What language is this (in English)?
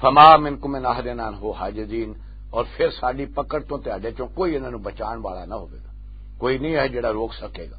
Western Panjabi